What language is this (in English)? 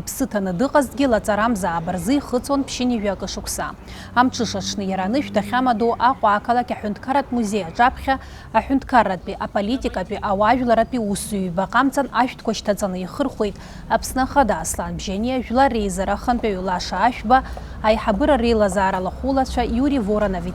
Abkhazian